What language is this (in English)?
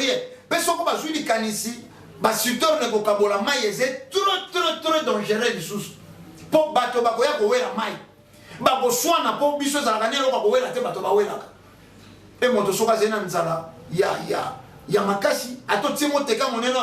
Lingala